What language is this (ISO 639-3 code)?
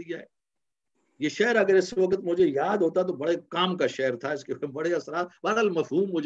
urd